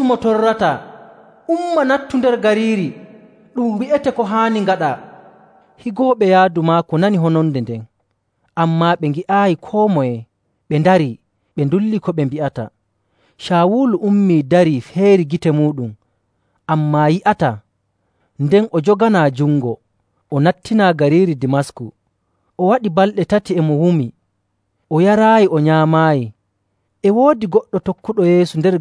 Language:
Nigerian Fulfulde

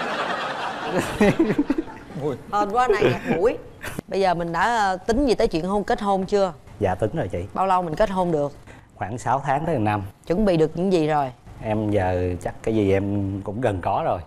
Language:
Vietnamese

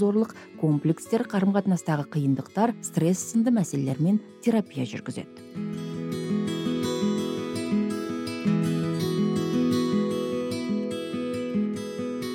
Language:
Kazakh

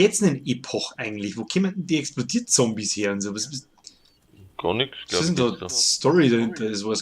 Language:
Bavarian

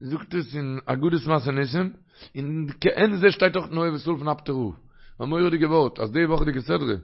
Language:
Yiddish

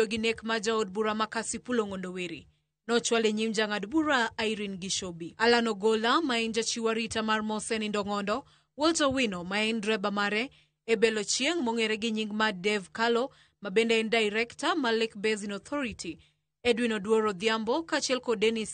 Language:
Luo (Kenya and Tanzania)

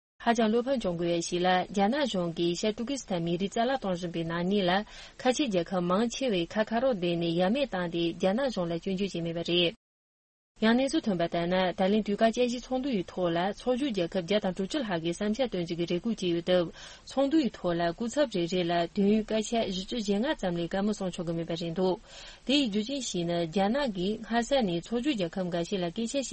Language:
Tibetan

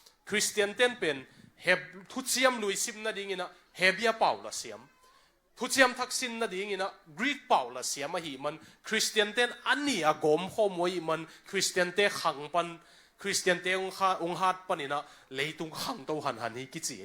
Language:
Tedim Chin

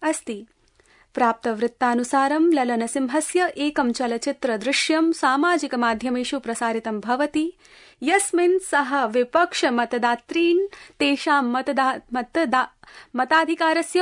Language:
Sanskrit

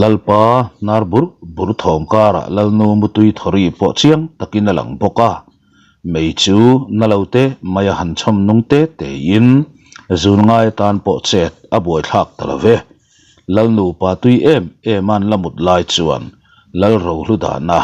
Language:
Mizo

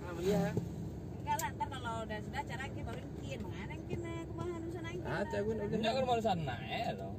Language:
Minangkabau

